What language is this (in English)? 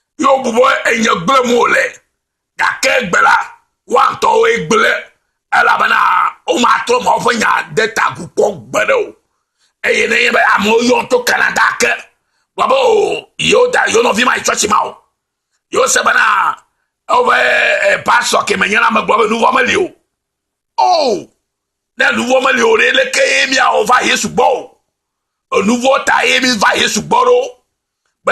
Ewe